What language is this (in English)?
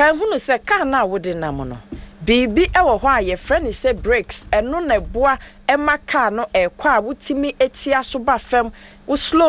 Akan